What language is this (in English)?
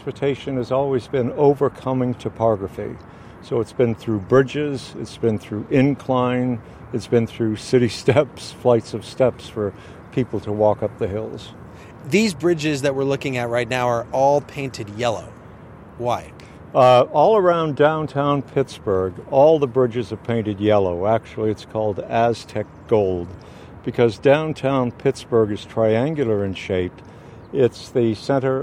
English